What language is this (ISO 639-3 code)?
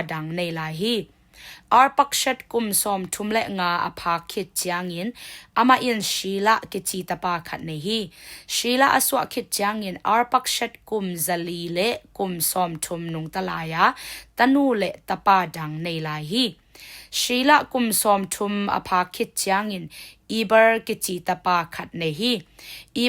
ctd